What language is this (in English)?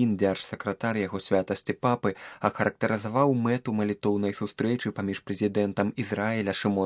Belarusian